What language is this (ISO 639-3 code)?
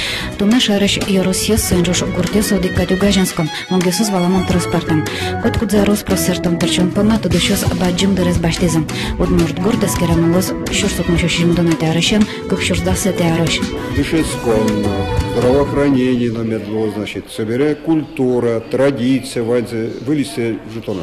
udm